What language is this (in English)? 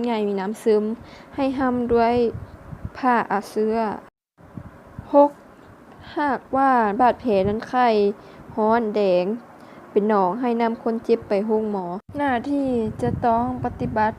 Lao